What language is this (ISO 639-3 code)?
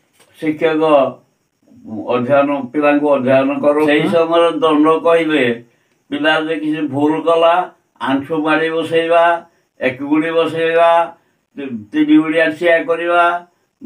ori